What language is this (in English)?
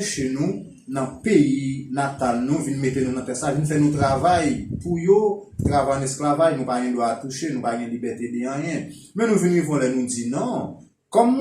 Haitian Creole